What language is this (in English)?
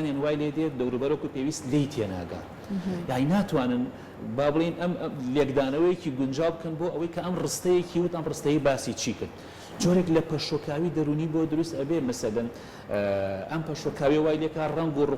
Central Kurdish